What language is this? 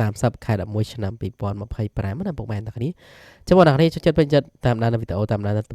Khmer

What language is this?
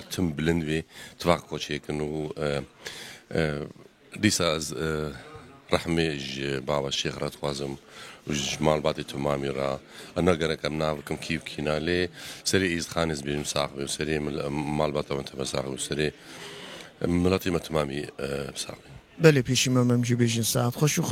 Kurdish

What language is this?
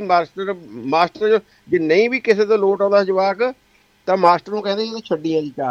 Punjabi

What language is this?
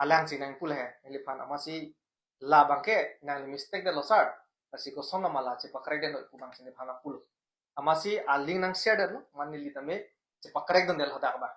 Karbi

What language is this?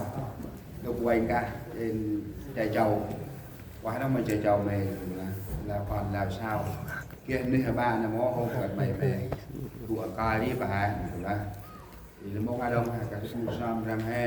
Central Mnong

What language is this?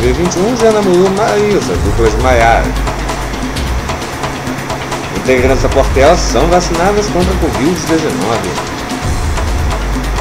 Portuguese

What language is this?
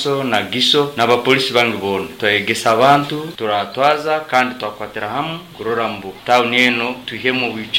Nyoro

